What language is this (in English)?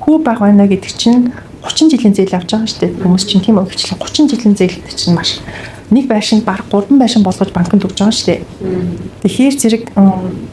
Mongolian